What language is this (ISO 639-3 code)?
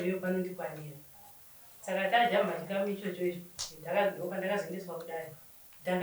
sna